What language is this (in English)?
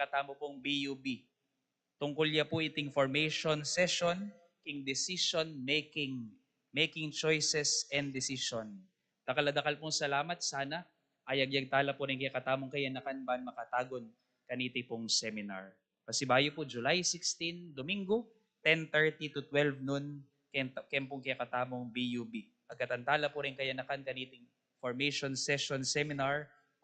Pampanga